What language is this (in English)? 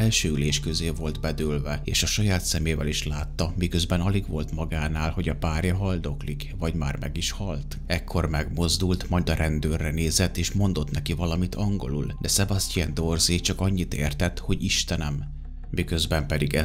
Hungarian